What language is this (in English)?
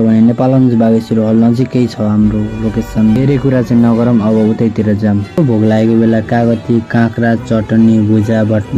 Nepali